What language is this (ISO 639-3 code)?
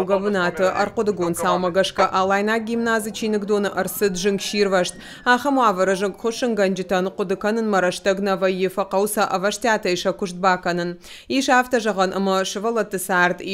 oss